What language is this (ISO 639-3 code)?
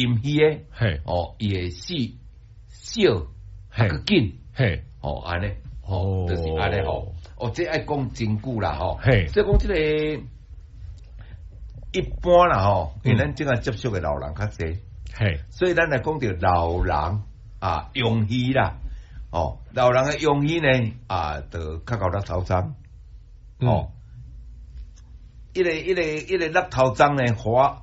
nan